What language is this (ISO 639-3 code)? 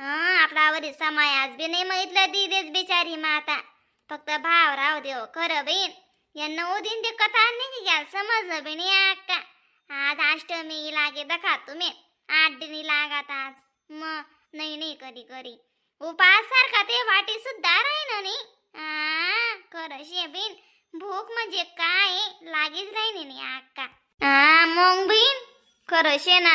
khn